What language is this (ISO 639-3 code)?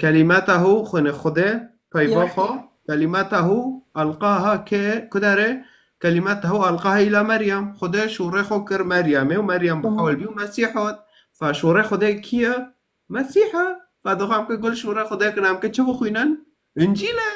kur